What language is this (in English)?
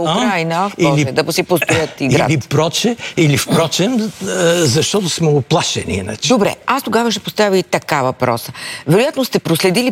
Bulgarian